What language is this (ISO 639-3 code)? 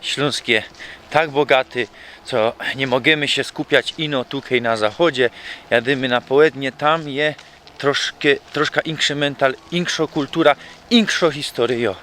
szl